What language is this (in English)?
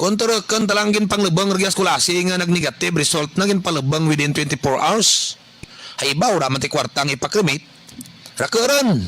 Kinaray-a